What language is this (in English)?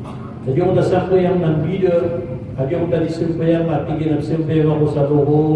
Maranao